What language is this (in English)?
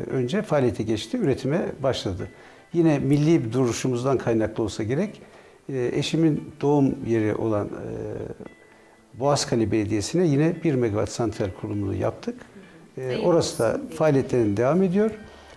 Turkish